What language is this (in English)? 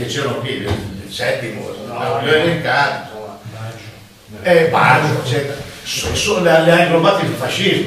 Italian